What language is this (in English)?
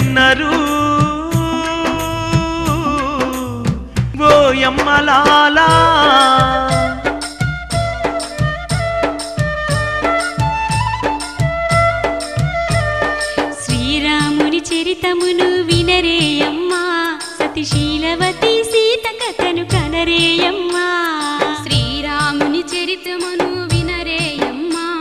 Telugu